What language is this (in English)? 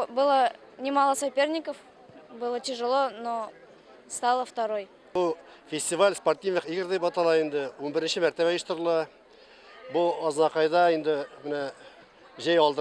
Tatar